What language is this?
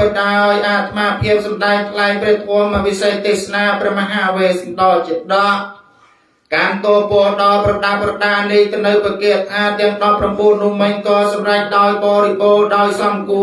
Khmer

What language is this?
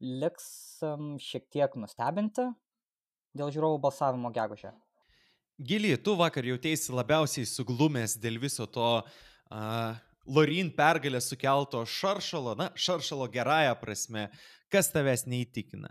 Lithuanian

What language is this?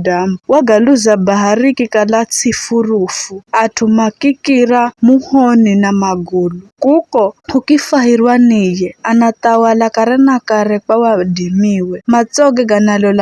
Giryama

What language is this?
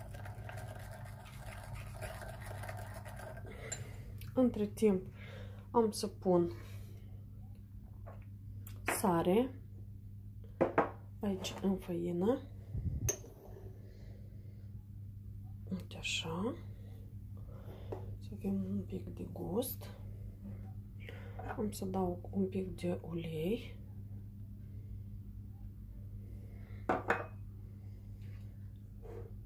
Romanian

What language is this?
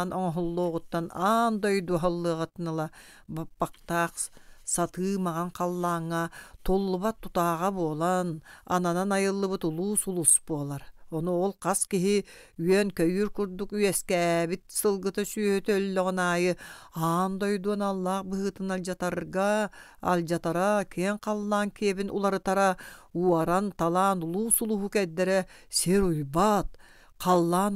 Yakut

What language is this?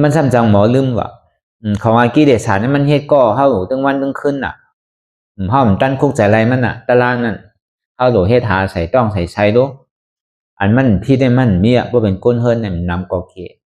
Shan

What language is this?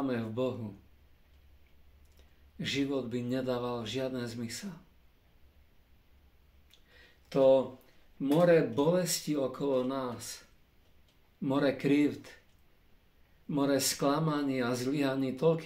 Slovak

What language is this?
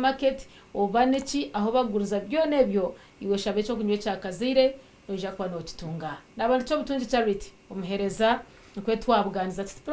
Nyankole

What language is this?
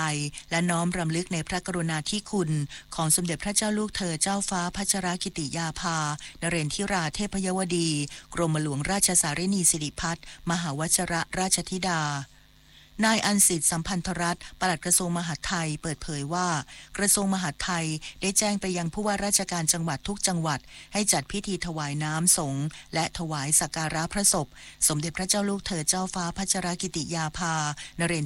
Thai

